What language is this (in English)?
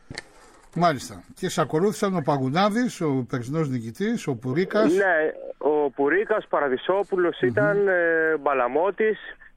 Greek